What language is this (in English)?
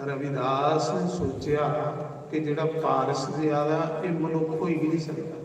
Dogri